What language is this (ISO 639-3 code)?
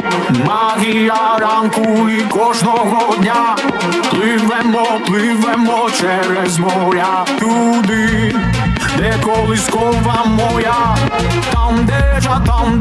ukr